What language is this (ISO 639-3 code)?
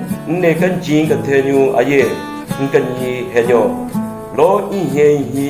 nre